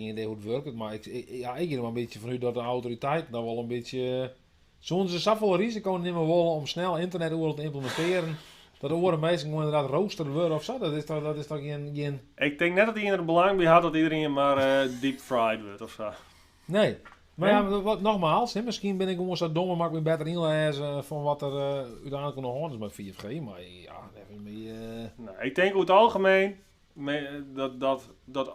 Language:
Western Frisian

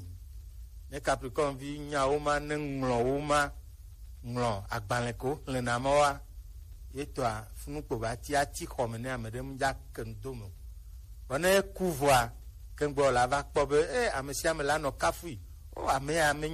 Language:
Gen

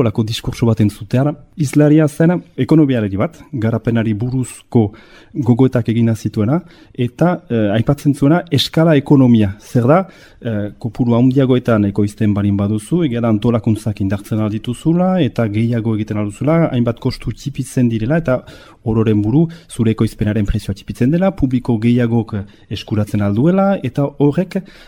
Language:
Basque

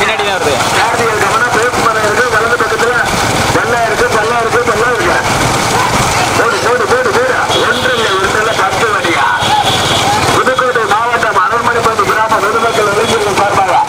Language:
Tamil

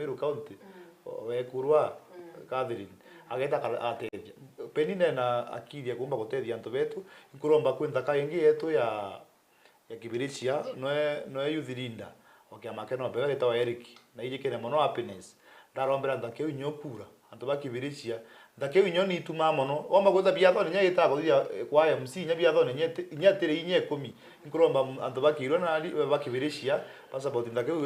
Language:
Meru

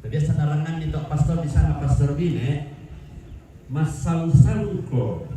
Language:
Toraja-Sa'dan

